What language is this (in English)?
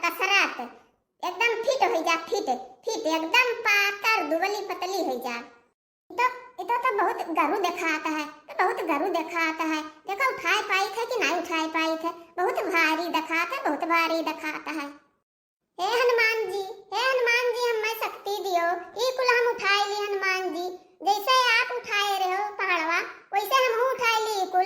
Awadhi